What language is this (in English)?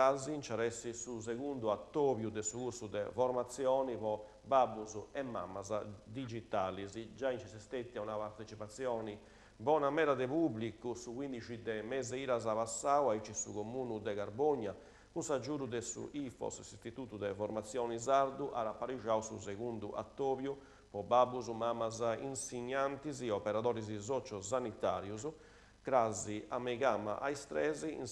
Sardinian